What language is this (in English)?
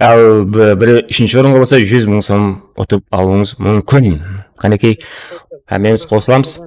Kara-Kalpak